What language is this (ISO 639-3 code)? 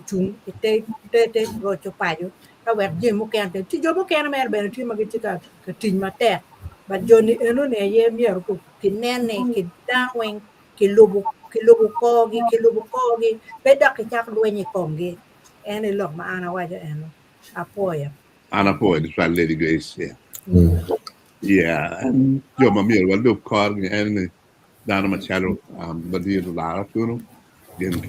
ach